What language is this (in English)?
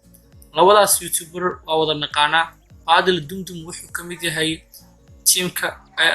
Somali